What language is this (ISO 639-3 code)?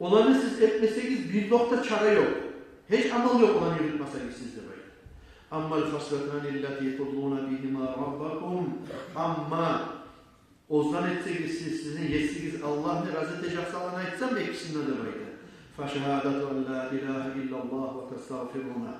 kum